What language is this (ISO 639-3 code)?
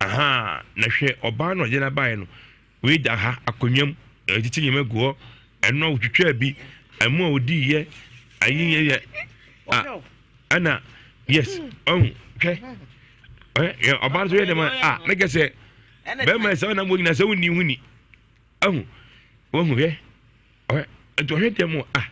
aka